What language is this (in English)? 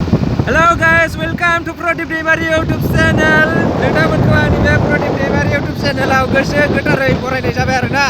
Bodo